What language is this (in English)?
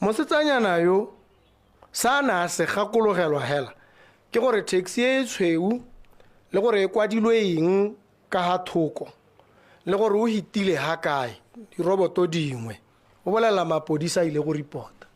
Tswana